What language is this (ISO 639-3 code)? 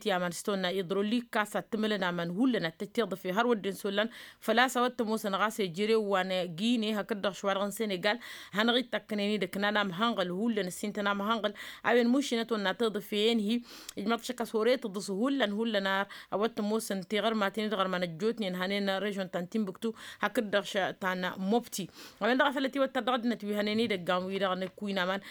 taq